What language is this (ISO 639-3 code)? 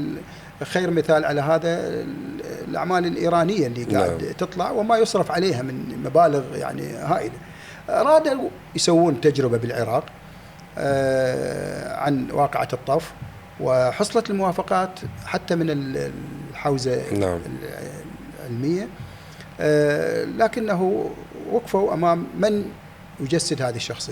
acm